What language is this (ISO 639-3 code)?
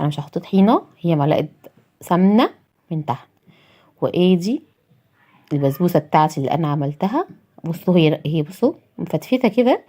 arz